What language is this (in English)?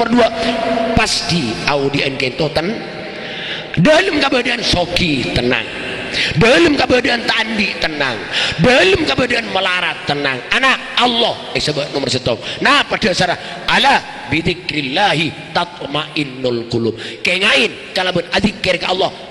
Madurese